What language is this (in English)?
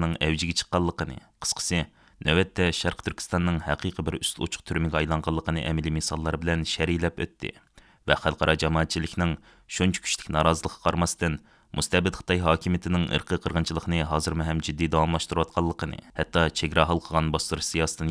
Uyghur